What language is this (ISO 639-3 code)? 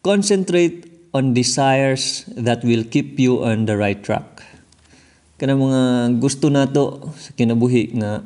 ceb